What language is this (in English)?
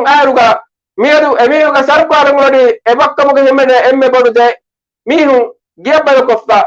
Divehi